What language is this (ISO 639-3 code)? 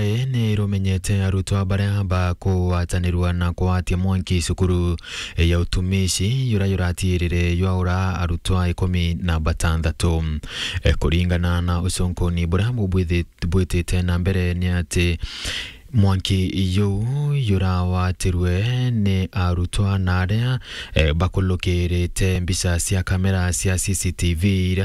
mer